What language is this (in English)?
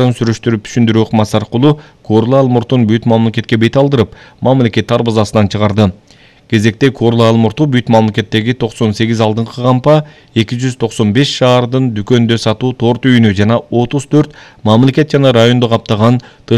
Kyrgyz